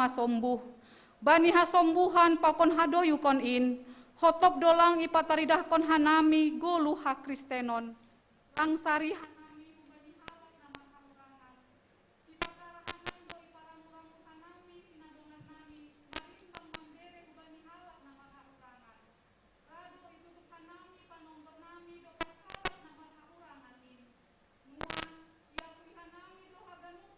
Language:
Batak Simalungun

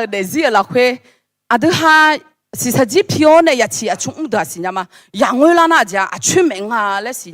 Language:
Akha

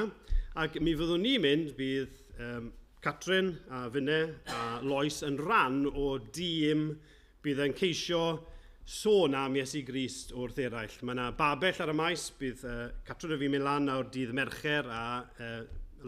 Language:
Welsh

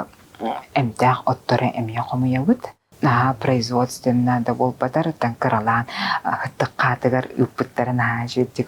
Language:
Yakut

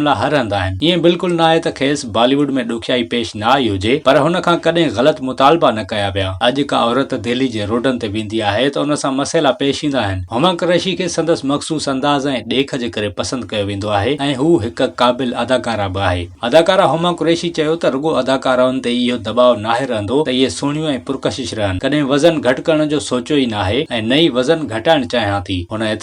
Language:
Sindhi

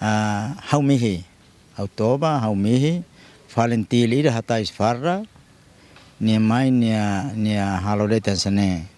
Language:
Tetum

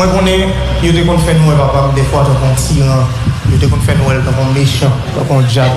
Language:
Haitian Creole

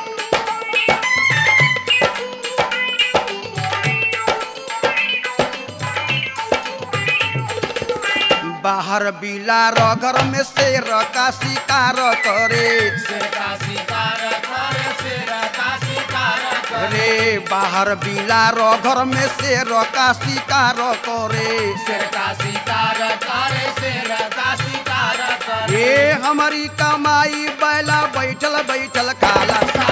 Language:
Bhojpuri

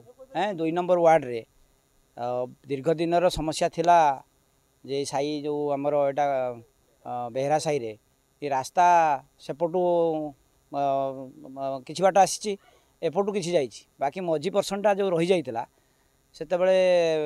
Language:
Odia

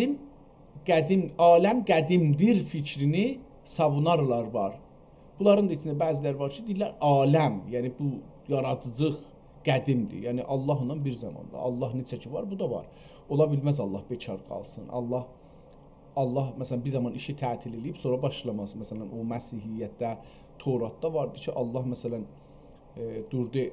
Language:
South Azerbaijani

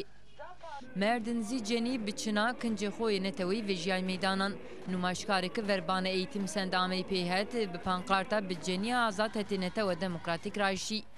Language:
Zaza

